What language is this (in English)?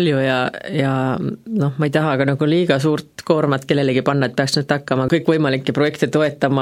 Estonian